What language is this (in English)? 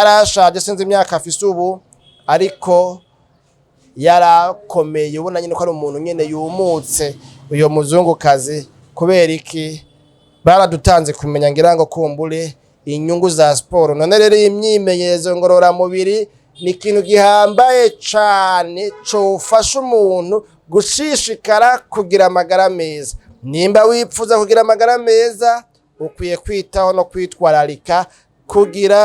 Rundi